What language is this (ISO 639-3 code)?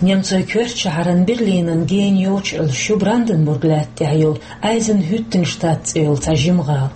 che